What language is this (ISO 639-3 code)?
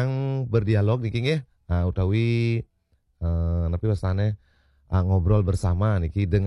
ban